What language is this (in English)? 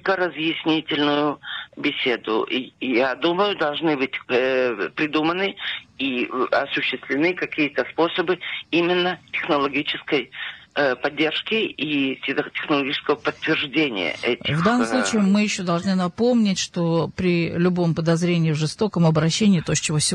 Russian